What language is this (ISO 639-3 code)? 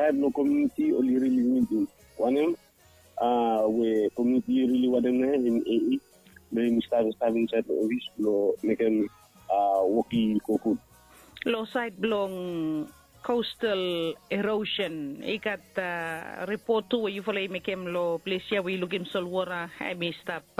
bis